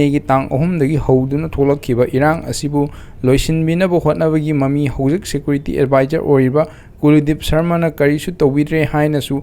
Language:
Manipuri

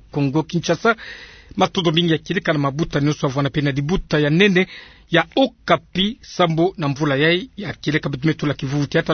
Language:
Kituba (Democratic Republic of Congo)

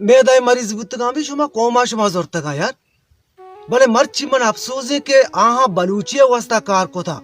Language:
Baluchi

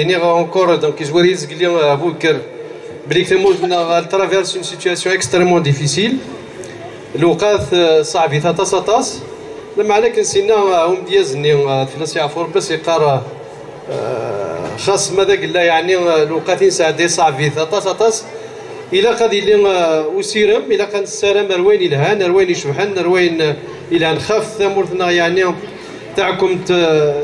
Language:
Kabyle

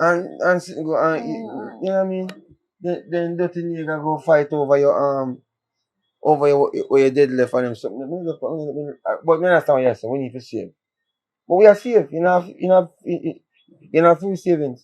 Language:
Jamaican Creole English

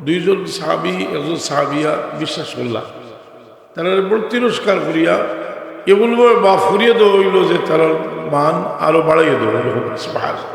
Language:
Sylheti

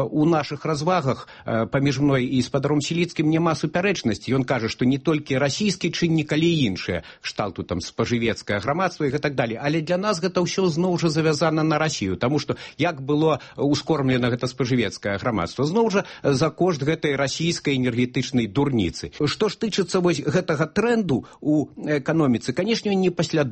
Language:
Belarusian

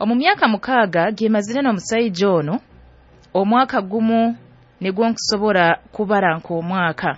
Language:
Nyoro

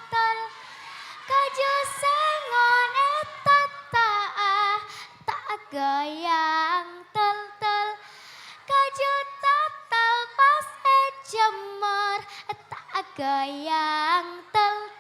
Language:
Madurese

